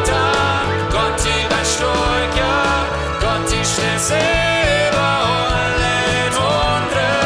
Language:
Plautdietsch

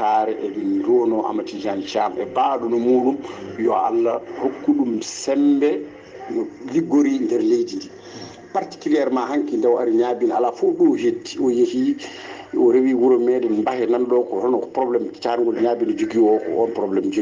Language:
Fula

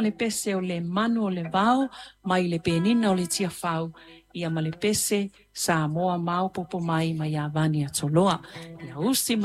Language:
Samoan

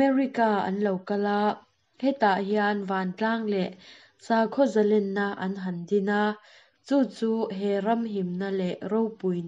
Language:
Mizo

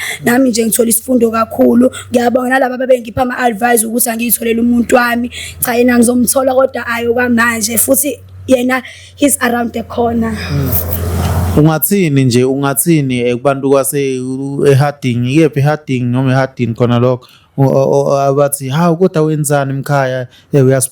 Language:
Zulu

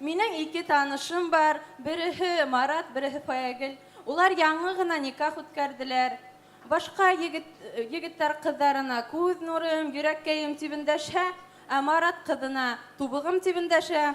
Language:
Bashkir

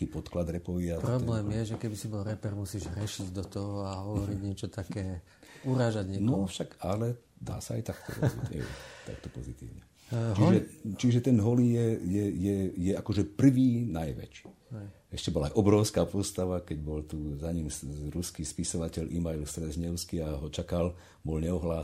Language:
Slovak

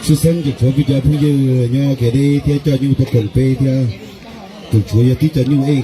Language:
Hmong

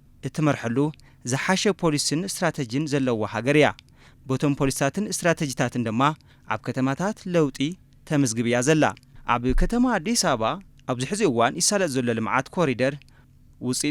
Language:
Tigrinya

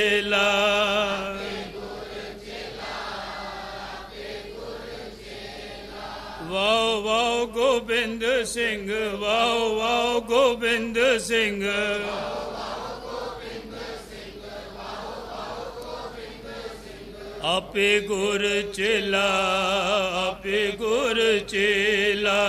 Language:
Punjabi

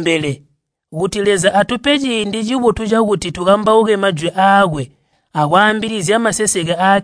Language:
Tonga (Zambia)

